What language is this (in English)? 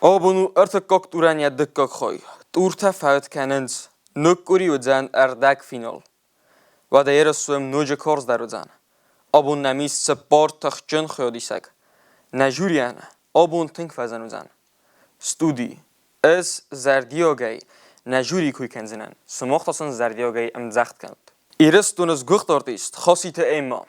Ossetic